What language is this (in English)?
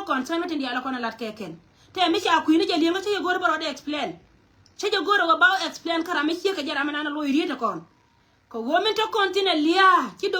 Nuer